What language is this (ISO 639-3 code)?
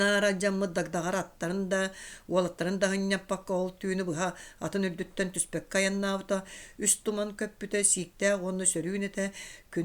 sah